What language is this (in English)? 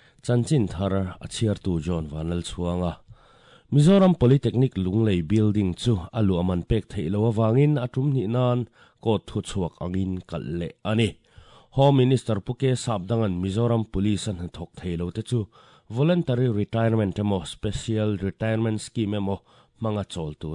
Mizo